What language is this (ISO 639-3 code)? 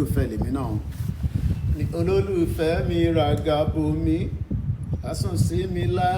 yor